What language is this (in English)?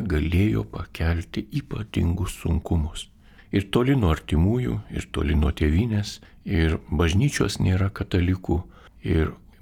Lithuanian